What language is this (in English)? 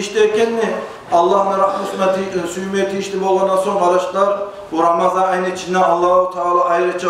Kumyk